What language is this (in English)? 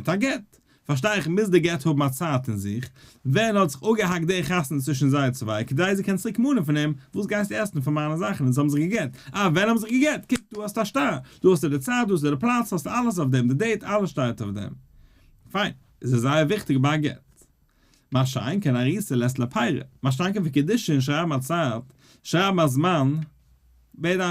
Yiddish